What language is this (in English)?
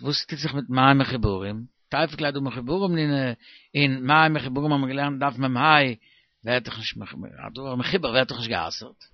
Yiddish